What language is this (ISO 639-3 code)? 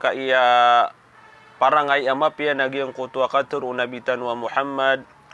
mrw